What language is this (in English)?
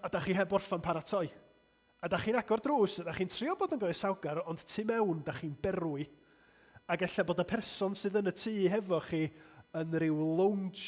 Welsh